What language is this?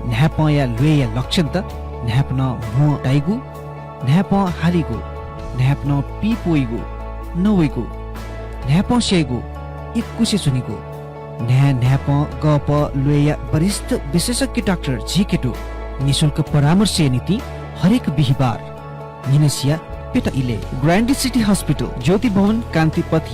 Newari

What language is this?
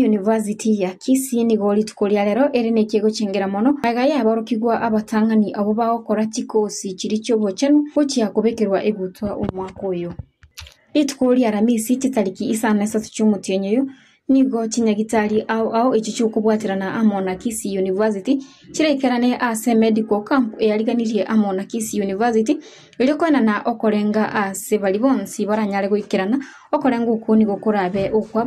Gusii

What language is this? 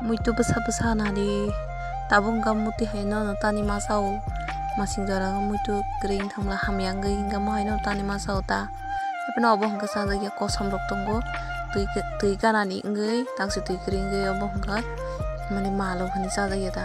Kok Borok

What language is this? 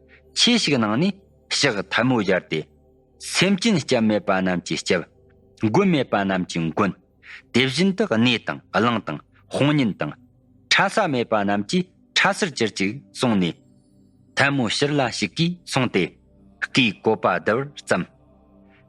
Tibetan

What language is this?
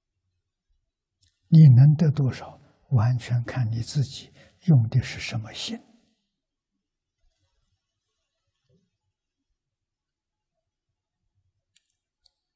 Chinese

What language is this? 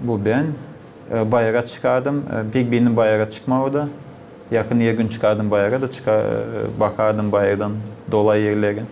Gagauz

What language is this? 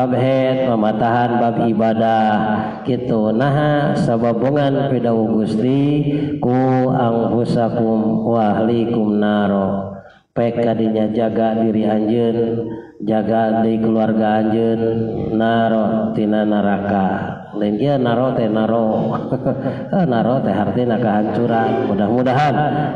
Sundanese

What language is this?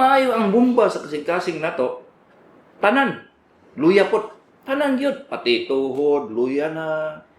Cebuano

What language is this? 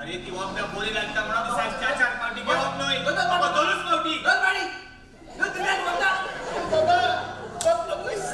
Konkani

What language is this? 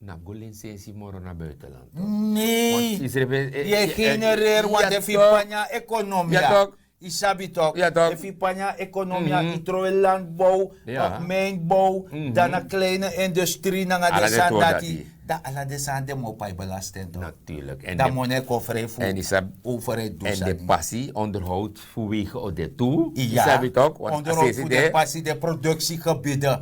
Sranan Tongo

